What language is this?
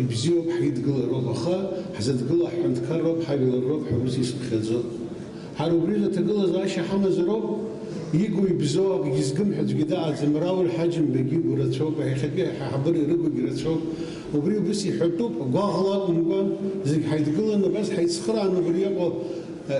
Abkhazian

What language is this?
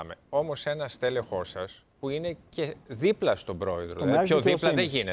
Greek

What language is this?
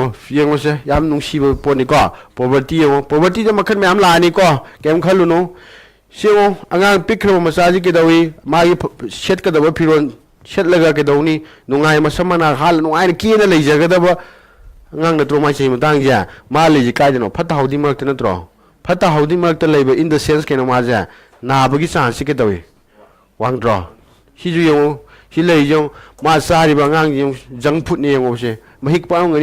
Manipuri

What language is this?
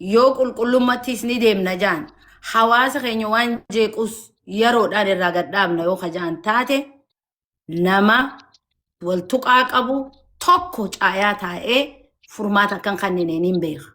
Oromo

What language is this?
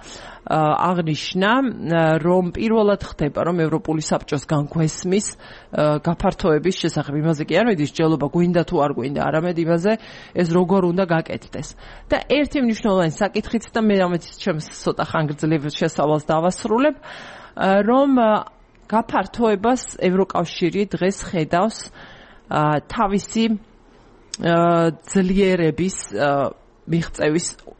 Georgian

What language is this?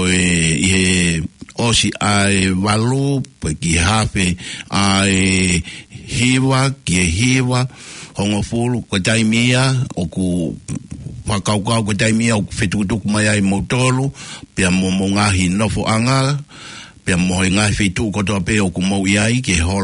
Tongan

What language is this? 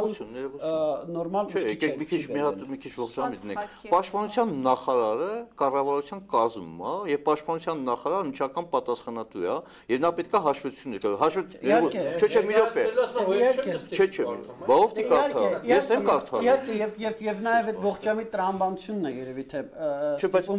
Armenian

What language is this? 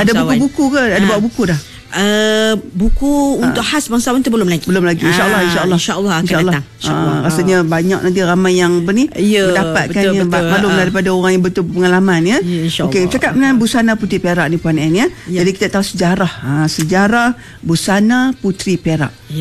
Malay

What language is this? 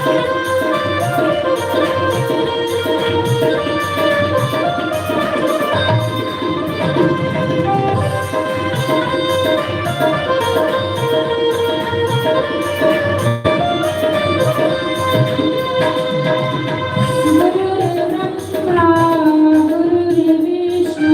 Dogri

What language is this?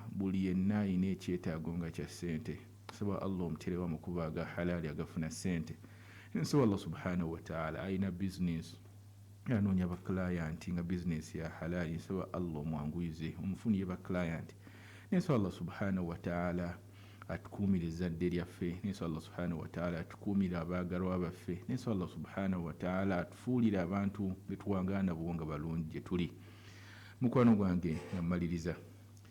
Ganda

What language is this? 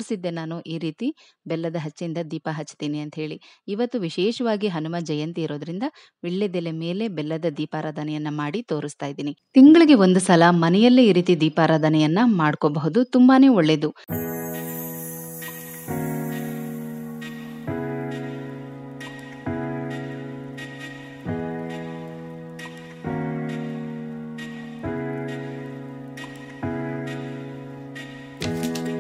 Kannada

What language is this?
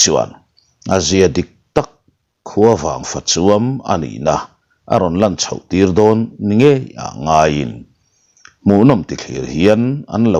Mizo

